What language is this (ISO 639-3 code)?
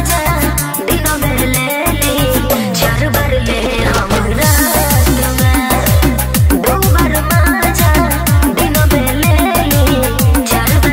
bho